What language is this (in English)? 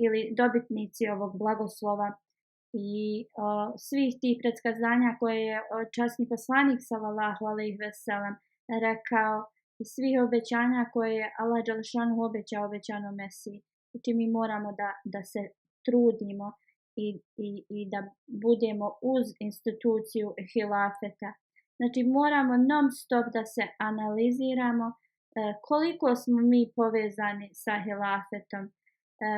Bosnian